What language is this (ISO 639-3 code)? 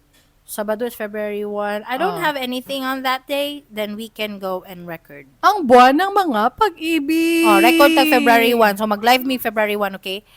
ceb